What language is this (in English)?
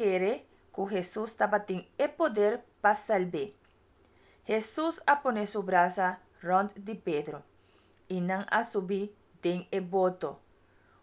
Papiamento